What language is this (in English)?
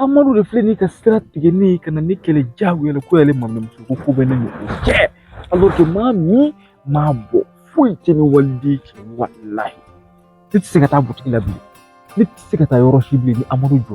Bambara